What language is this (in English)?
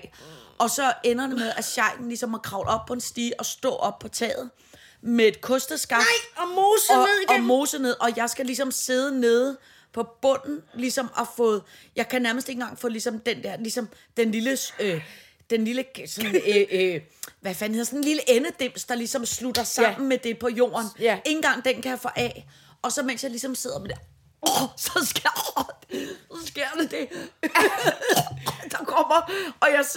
Danish